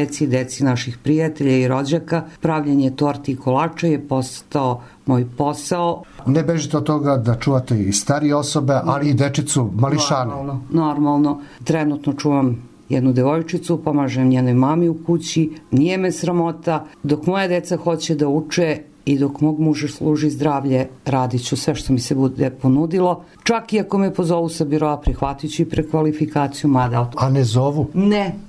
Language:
Serbian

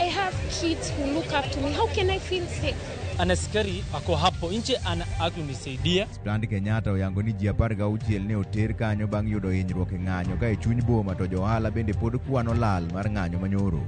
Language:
Luo (Kenya and Tanzania)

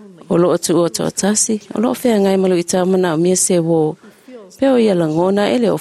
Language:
Samoan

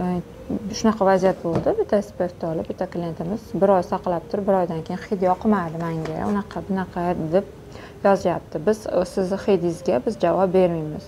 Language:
Uzbek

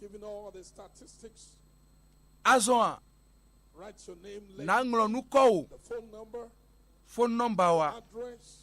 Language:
Ewe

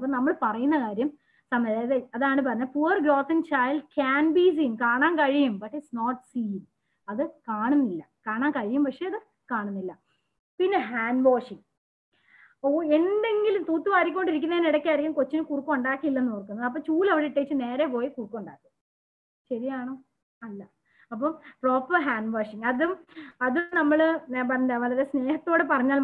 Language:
Malayalam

